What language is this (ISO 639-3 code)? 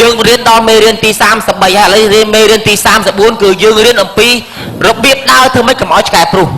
khm